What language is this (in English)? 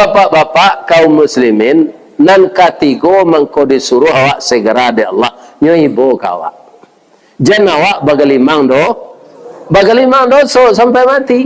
Minangkabau